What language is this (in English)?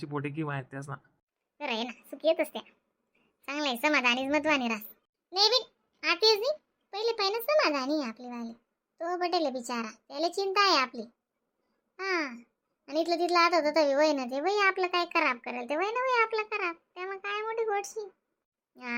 Khandesi